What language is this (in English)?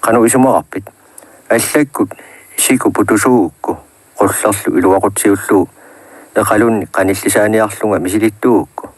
Kalaallisut